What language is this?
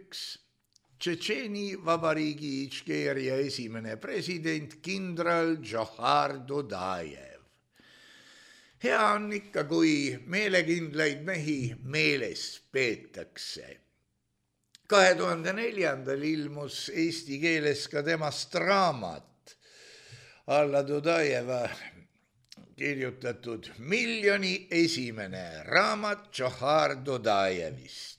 Estonian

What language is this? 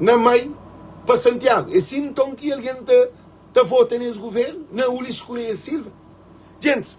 Kabuverdianu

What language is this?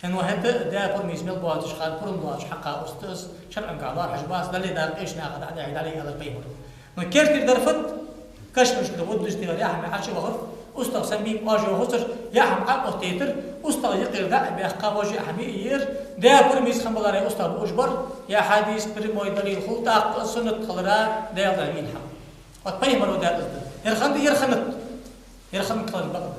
Ingush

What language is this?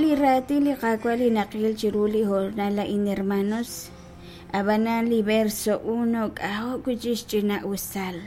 Kekchí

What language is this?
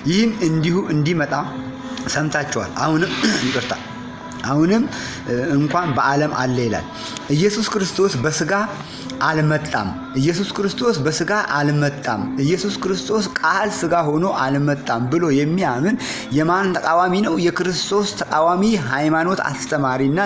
Amharic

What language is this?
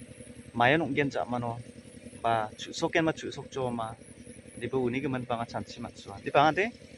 Garo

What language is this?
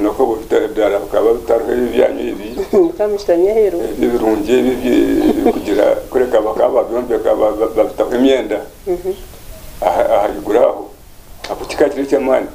Kinyarwanda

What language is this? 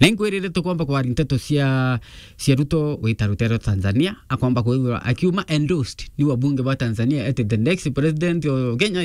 Meru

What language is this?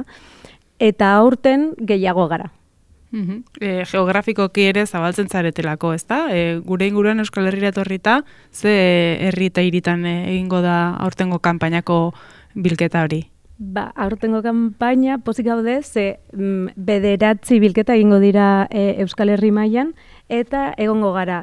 Basque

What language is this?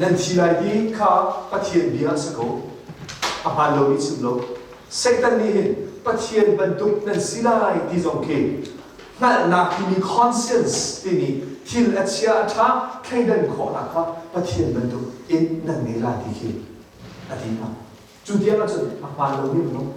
Hakha Chin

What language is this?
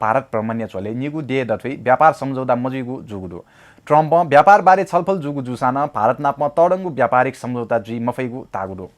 Newari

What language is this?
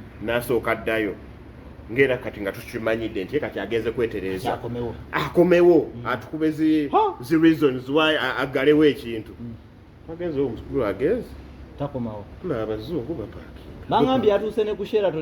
Ganda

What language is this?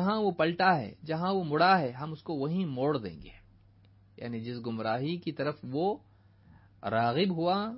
Urdu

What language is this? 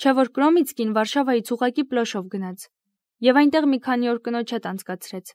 Armenian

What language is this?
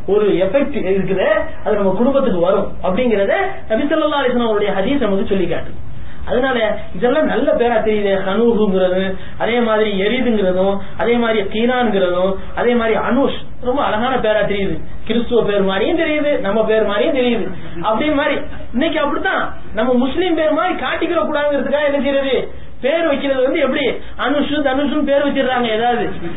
Tamil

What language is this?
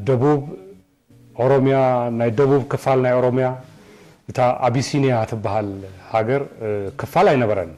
Tigrinya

